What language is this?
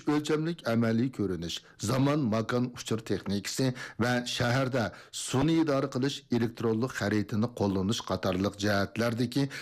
Uyghur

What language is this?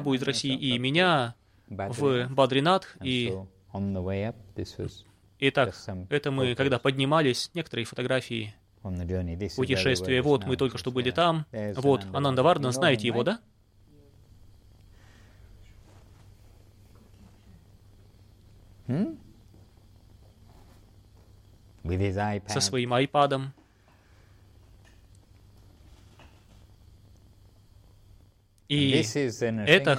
Russian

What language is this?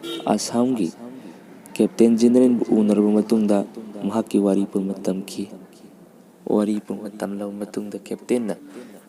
Manipuri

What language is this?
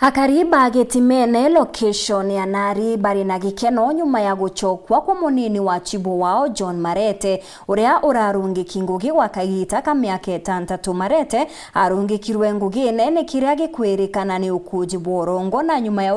Meru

